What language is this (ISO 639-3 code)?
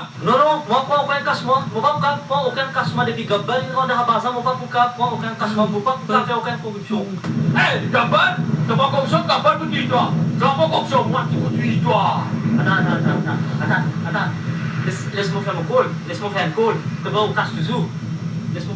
mfe